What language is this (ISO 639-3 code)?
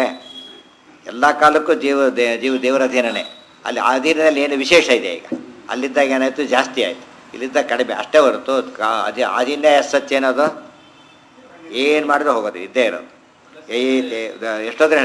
kan